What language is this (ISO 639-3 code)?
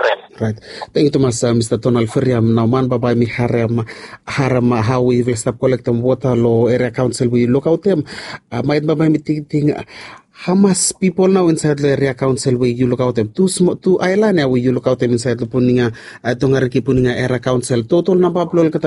bis